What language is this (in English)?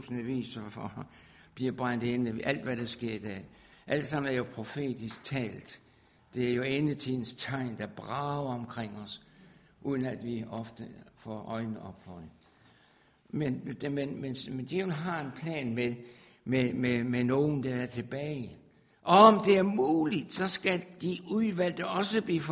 Danish